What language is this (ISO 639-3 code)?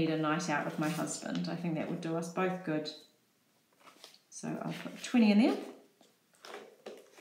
eng